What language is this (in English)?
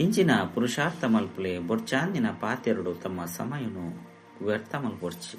Tulu